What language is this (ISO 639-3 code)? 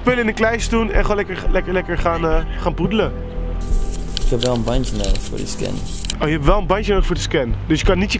nld